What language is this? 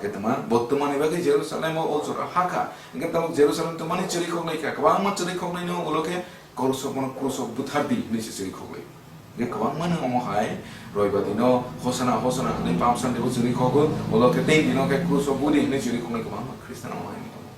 Kok Borok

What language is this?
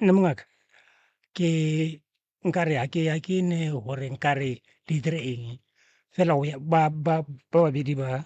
Northern Sotho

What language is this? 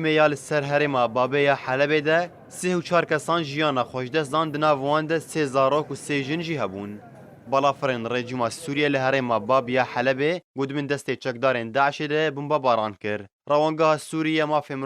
Kurdish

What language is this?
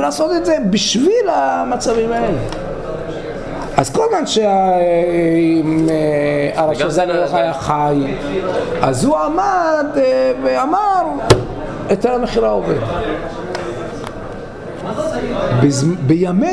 Hebrew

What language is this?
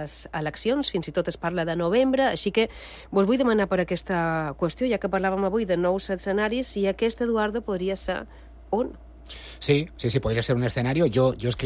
Catalan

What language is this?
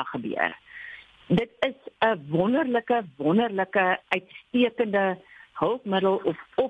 Afrikaans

